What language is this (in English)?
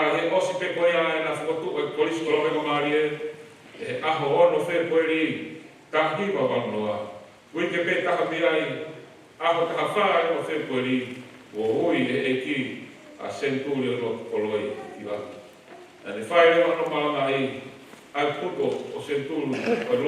Tongan